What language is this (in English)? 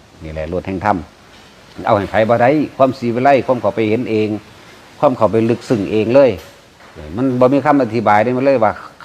Northeastern Thai